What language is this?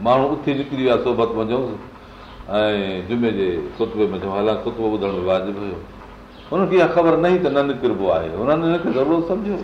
Sindhi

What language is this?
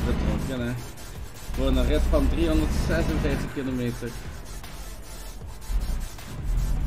Dutch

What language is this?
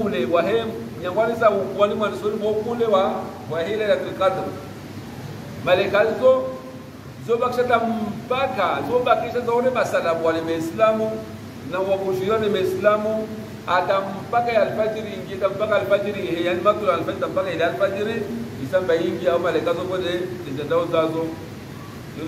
Swahili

